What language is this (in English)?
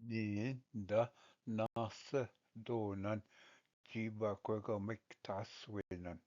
Ojibwa